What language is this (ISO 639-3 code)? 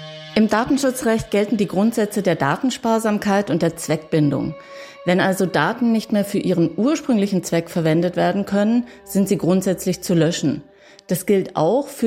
deu